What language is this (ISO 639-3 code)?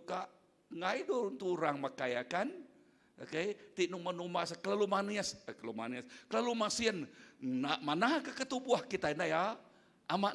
iba